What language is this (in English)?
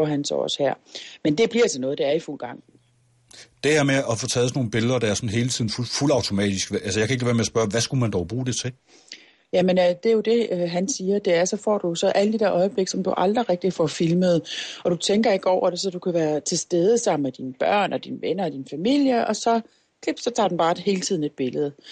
Danish